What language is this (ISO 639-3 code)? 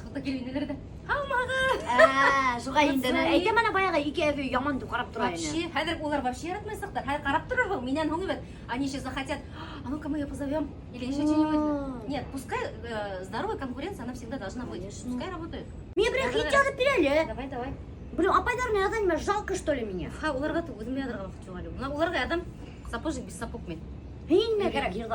bak